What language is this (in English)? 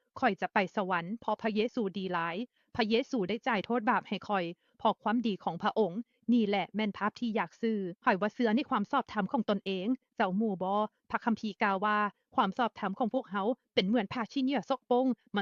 Lao